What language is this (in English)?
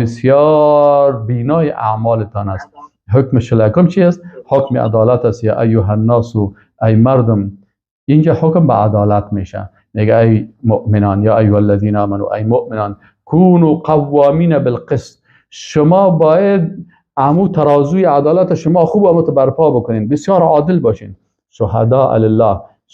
Persian